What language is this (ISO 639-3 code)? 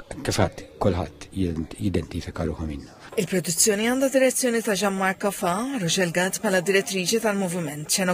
mlt